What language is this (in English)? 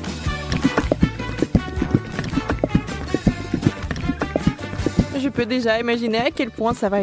French